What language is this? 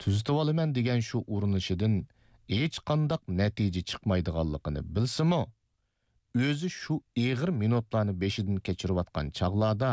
Uyghur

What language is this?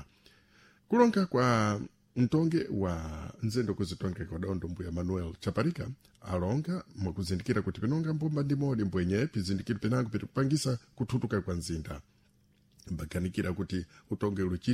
Sena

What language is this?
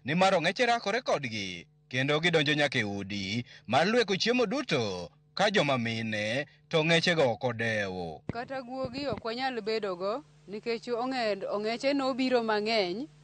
Luo (Kenya and Tanzania)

